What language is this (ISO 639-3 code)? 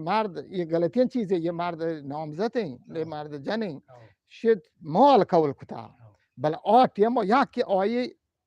bgp